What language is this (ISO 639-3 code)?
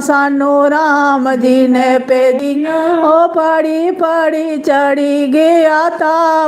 doi